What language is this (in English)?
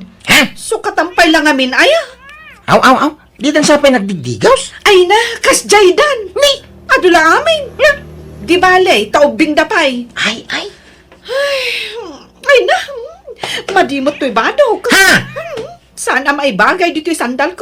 Iloko